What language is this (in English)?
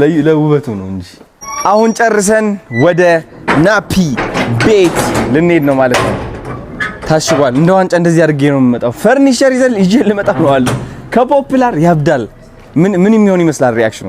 Amharic